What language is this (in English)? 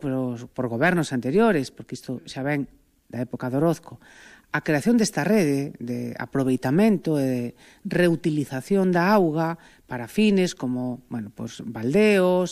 Galician